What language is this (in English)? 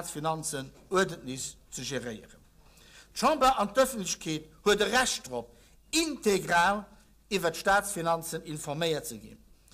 Luxembourgish